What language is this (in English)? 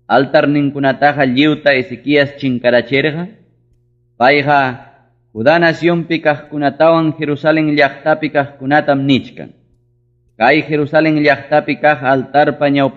Ayacucho Quechua